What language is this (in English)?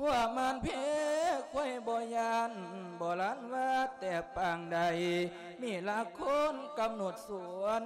Lao